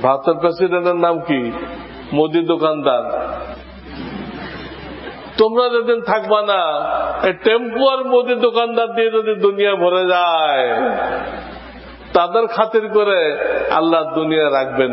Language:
Bangla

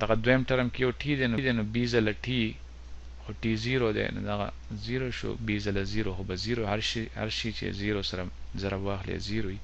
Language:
Pashto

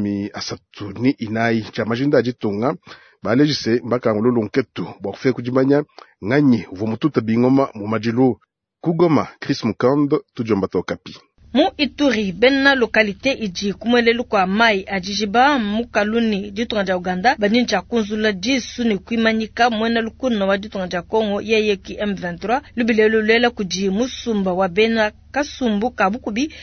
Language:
Luba-Lulua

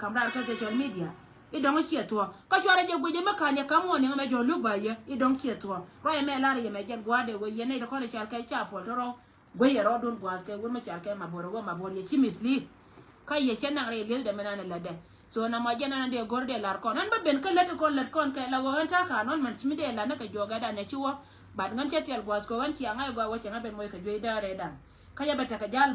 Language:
Nuer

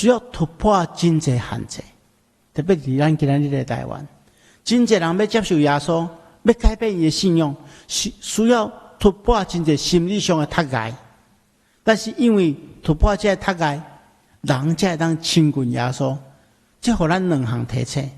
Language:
Min Nan Chinese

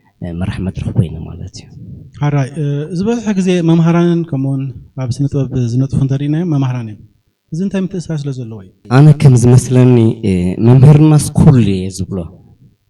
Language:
Tigrinya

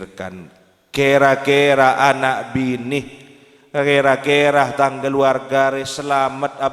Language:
Madurese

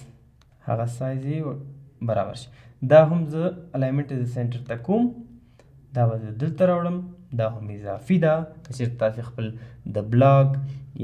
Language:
Pashto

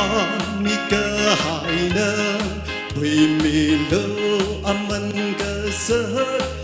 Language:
Tangkhul Naga (India)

